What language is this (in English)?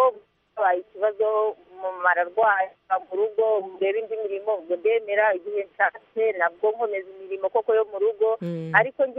Kinyarwanda